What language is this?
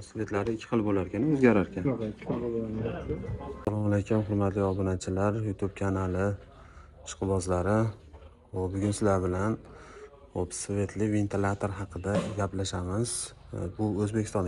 Uzbek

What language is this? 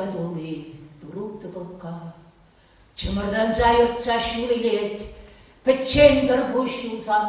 Chuvash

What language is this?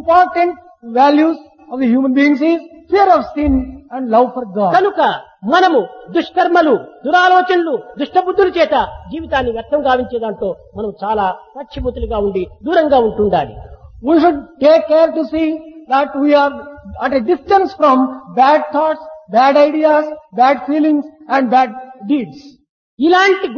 Telugu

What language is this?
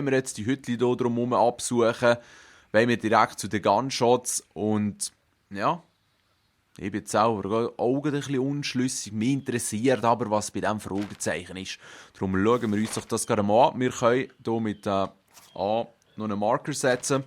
Swiss German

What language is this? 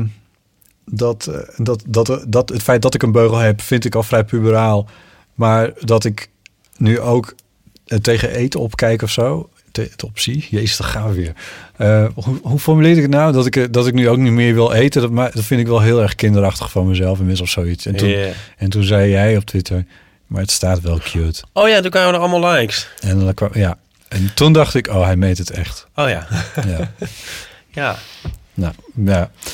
Dutch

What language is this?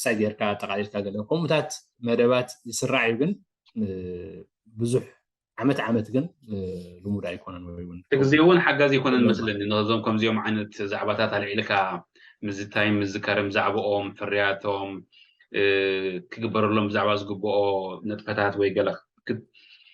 Tigrinya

